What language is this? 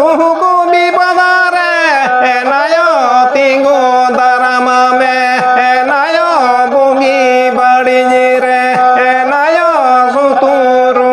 Santali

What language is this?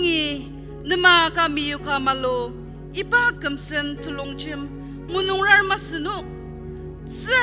Ao Naga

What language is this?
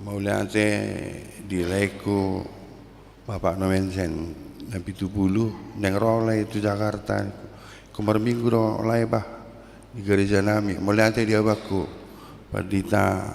Batak Toba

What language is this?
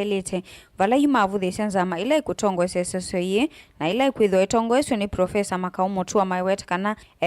Kamba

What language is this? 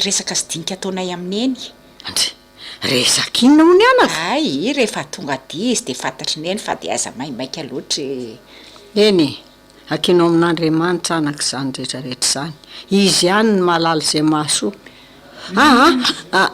Malagasy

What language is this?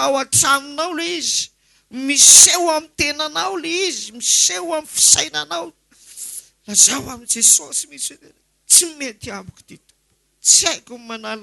Malagasy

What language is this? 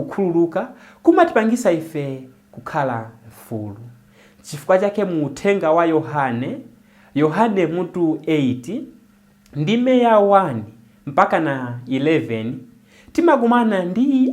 Nyanja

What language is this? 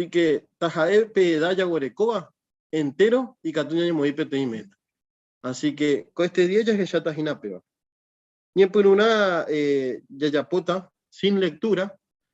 Guarani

